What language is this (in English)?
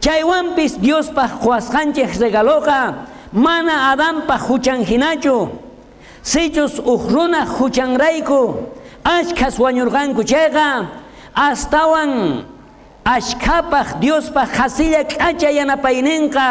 South Bolivian Quechua